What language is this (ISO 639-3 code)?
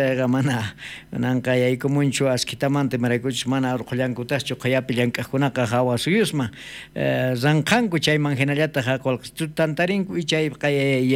quh